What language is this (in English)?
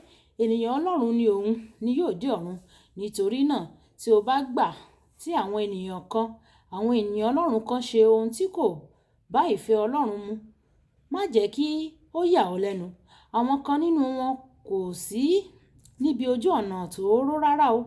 Yoruba